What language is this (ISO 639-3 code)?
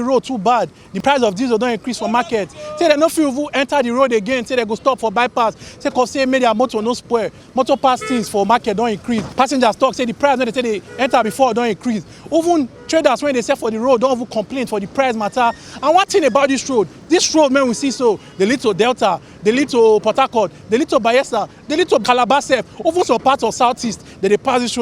pcm